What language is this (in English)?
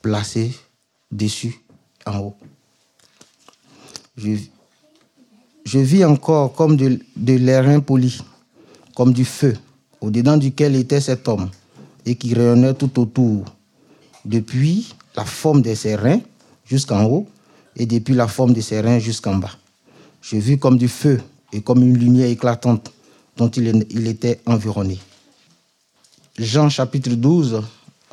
French